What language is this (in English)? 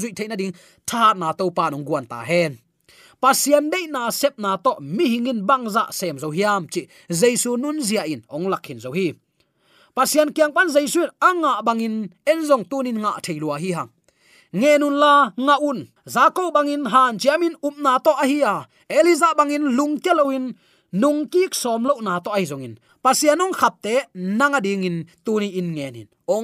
Tedim Chin